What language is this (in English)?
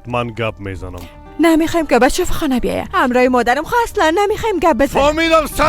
Persian